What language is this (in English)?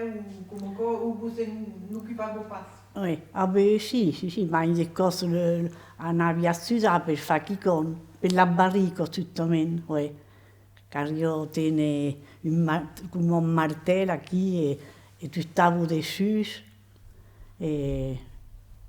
Occitan